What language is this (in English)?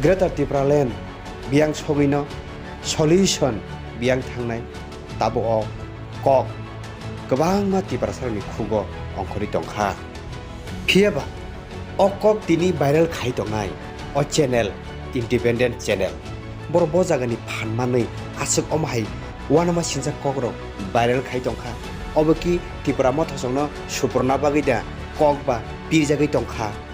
Kok Borok